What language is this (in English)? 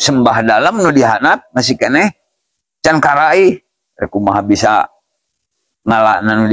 Sundanese